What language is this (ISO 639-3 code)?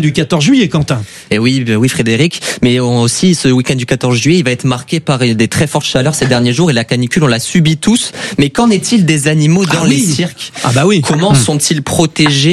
fra